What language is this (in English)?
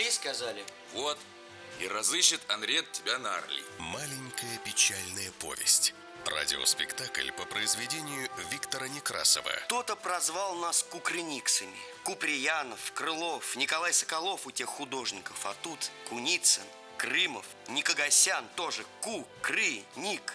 Russian